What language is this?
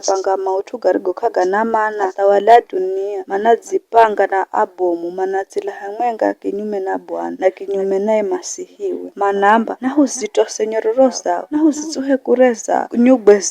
Giryama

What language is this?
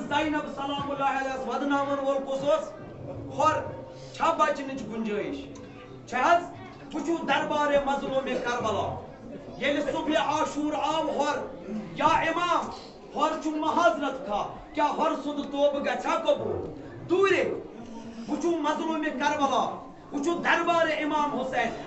Kashmiri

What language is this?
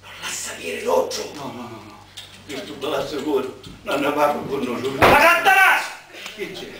Sicilian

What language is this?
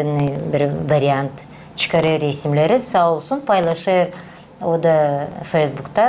Gagauz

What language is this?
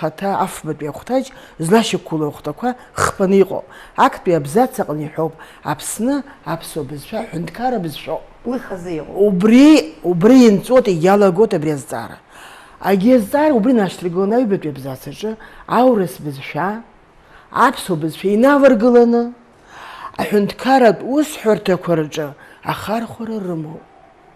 Abkhazian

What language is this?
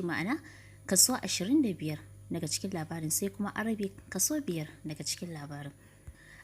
Hausa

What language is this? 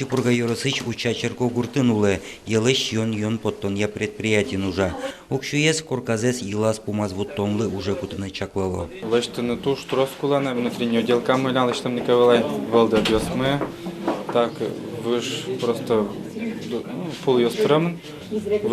Udmurt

